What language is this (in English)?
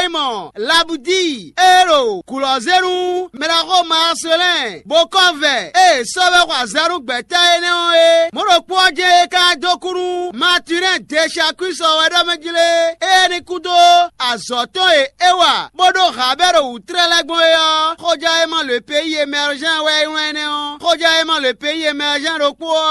Fon